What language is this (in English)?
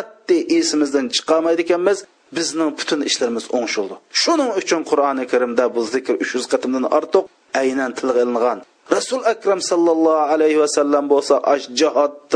Uyghur